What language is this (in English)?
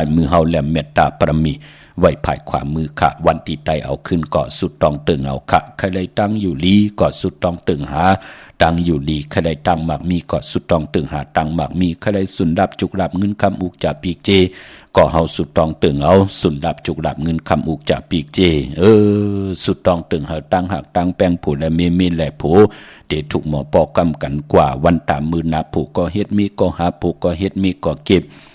Shan